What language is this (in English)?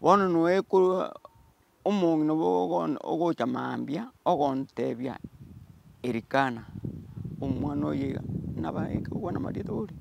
Gusii